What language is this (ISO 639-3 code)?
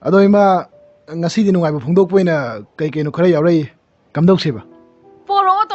mni